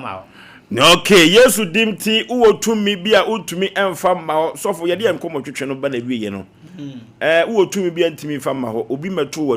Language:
Akan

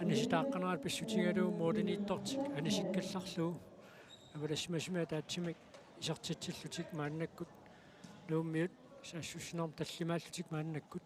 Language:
Kalaallisut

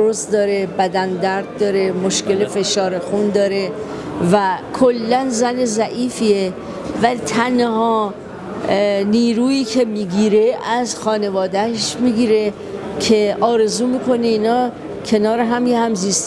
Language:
Persian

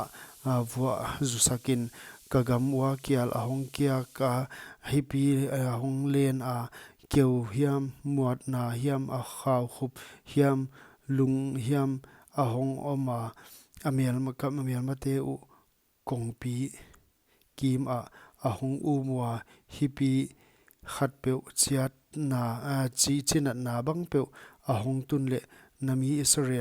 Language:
Paite Chin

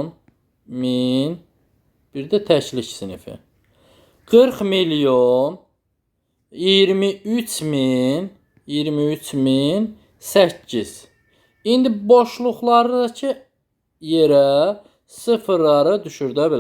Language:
Azerbaijani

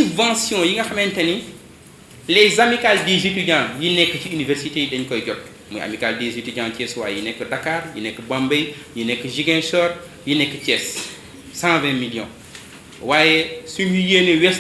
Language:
Wolof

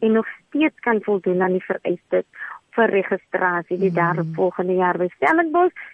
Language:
Afrikaans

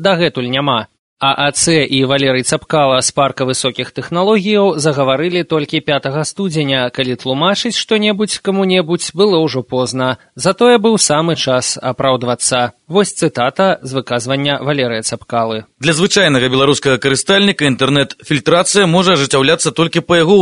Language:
Belarusian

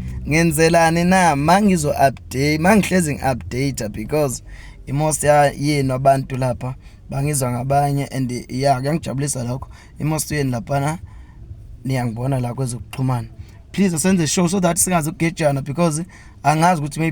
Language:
Zulu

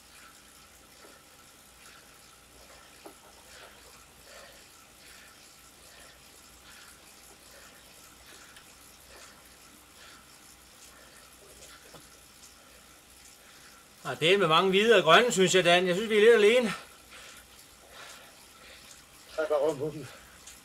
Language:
Danish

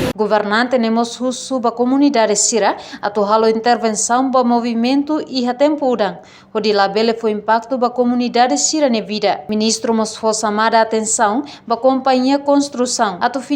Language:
Tetum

